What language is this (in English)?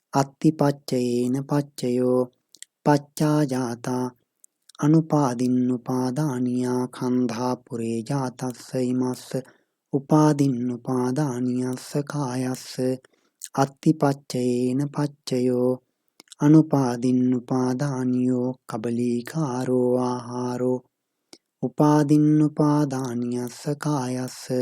Pali